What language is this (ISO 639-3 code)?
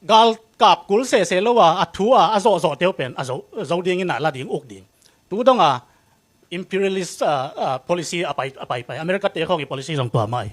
ctd